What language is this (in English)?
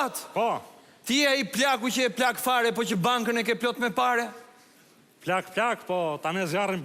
Albanian